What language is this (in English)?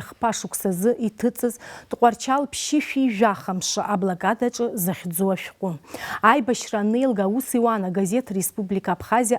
Abkhazian